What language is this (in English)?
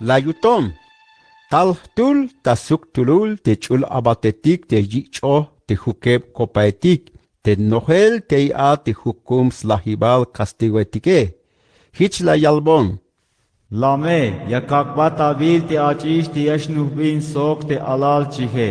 Tzeltal